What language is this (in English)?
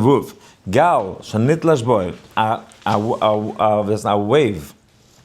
Yiddish